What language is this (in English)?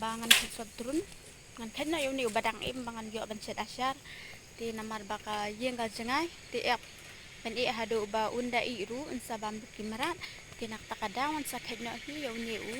Khasi